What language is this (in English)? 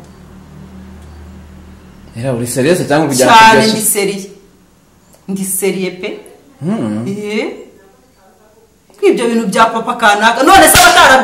Kinyarwanda